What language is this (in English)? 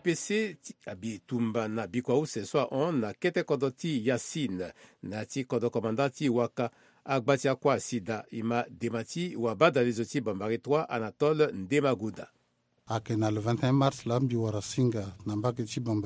Sango